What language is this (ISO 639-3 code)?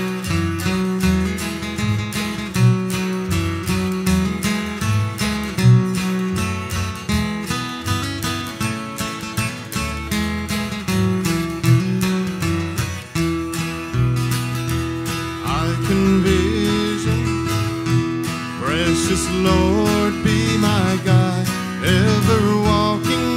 eng